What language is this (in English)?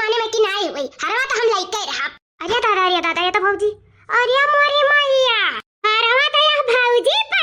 Awadhi